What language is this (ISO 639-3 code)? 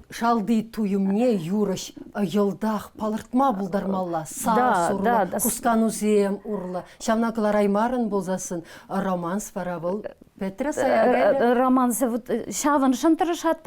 chv